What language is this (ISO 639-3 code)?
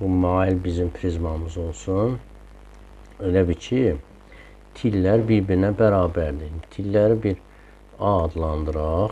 aze